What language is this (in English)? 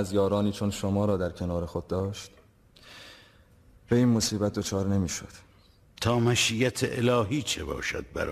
Persian